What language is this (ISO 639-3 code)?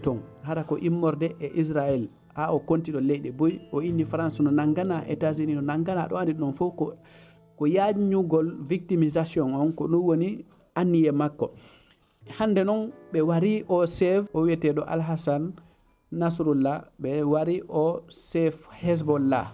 ful